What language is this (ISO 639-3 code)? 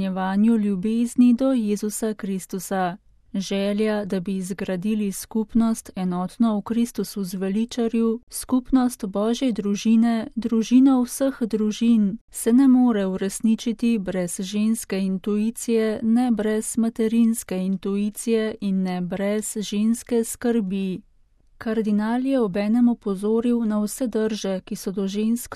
slv